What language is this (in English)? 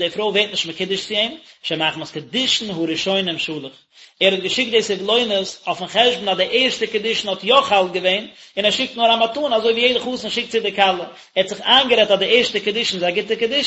Yiddish